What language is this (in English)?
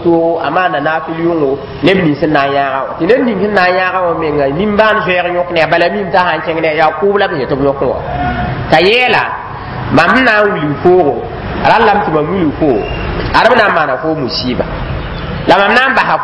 Mossi